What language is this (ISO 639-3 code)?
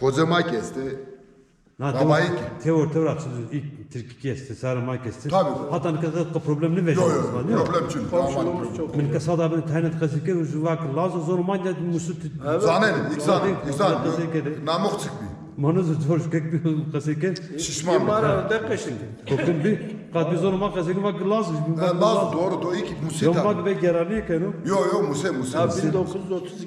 zza